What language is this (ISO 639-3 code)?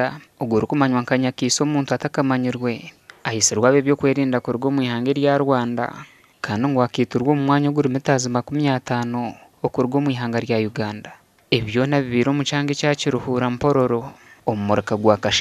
nyn